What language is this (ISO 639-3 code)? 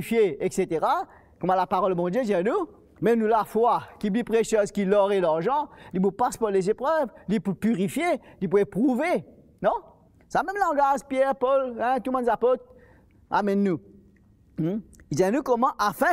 mfe